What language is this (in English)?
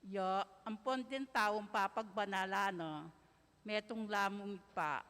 Pampanga